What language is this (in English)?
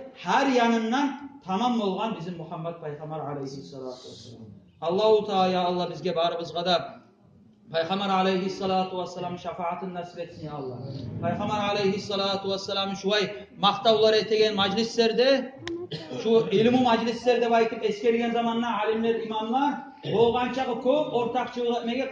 Kumyk